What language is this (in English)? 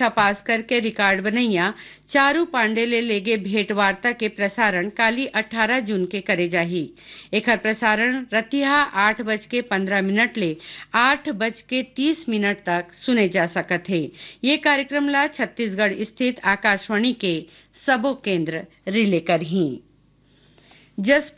Chhattisgarhi